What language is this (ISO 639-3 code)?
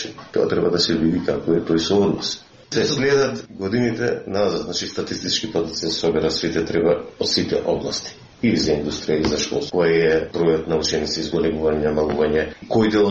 mkd